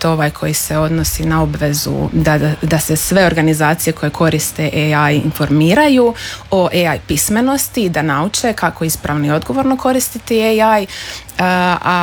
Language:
Croatian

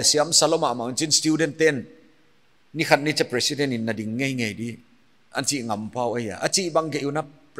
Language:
Paite Chin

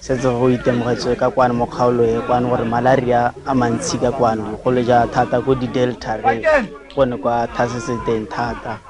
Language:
Tswana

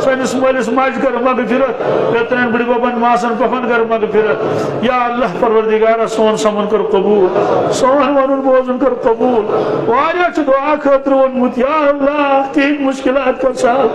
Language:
Kashmiri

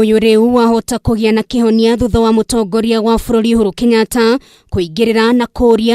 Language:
Kikuyu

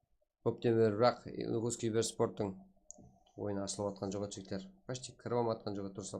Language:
Kara-Kalpak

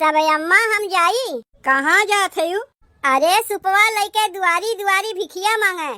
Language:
Awadhi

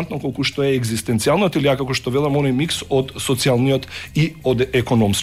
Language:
Macedonian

